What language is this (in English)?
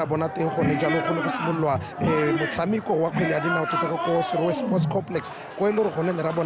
Tswana